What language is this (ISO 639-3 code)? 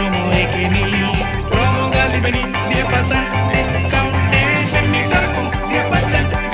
div